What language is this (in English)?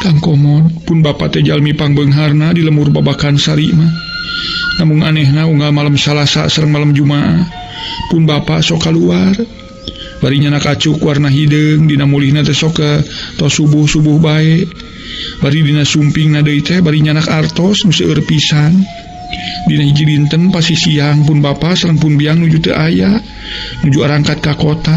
Sundanese